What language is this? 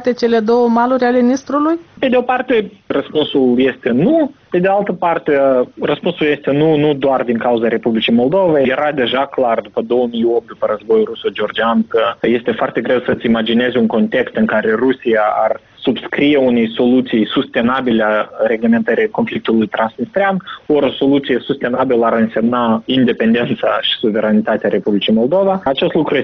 Romanian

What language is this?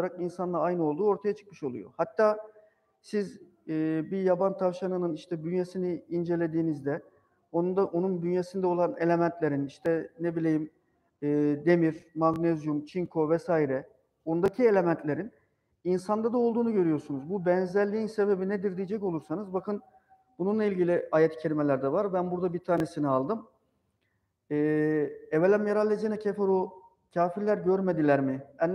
Turkish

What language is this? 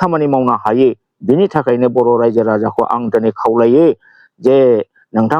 Bodo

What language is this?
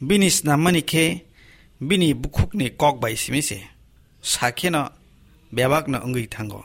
Kok Borok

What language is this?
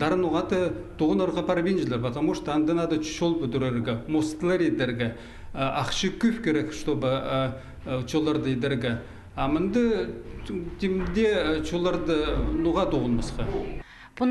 Khakas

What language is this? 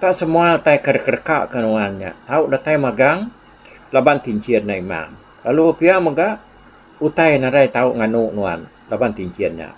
Iban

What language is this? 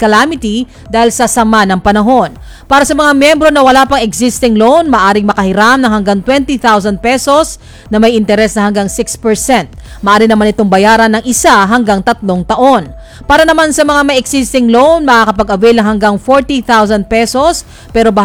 Filipino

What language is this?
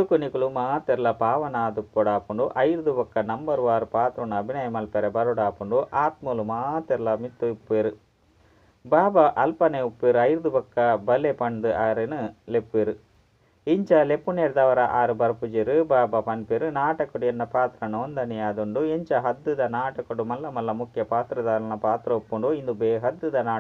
Tulu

